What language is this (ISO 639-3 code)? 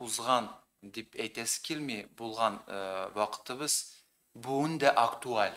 tat